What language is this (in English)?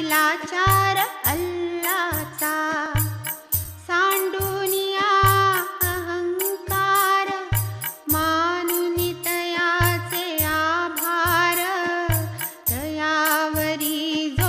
Marathi